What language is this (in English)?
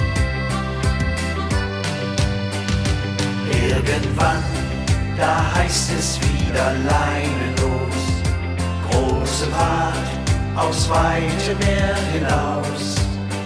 German